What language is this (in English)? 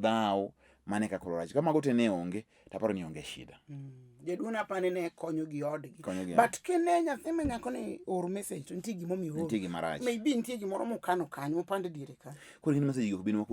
Luo (Kenya and Tanzania)